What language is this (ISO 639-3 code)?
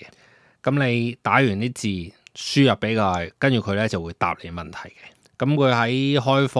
yue